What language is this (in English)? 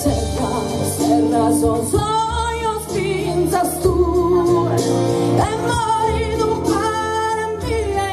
Sardinian